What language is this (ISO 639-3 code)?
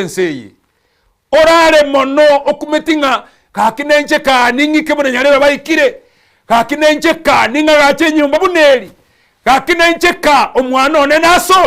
guz